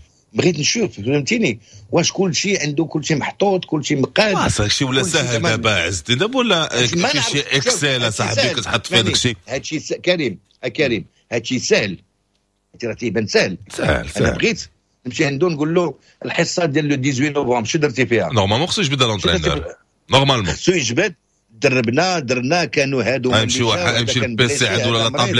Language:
Moroccan Arabic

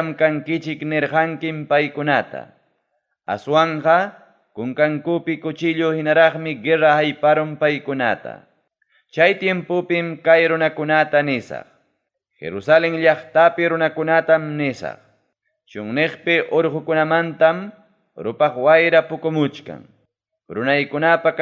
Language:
Ayacucho Quechua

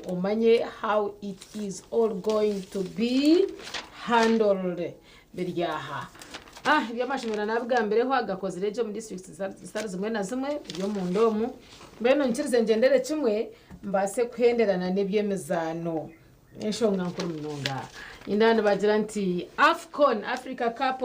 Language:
Nyankole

